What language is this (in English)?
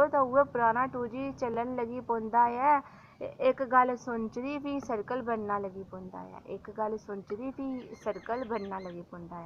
Dogri